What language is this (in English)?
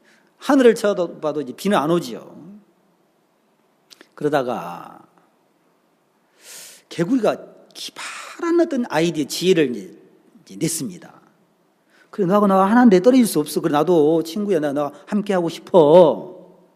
Korean